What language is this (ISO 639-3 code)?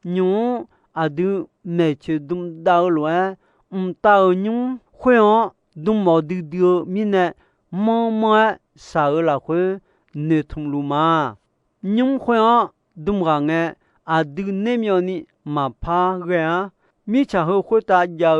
ahk